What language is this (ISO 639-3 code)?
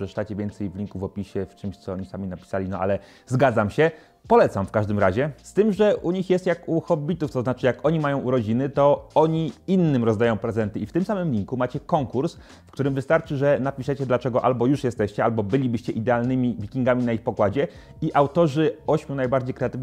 pol